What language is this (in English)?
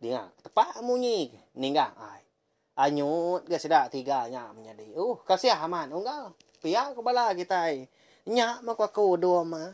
Iban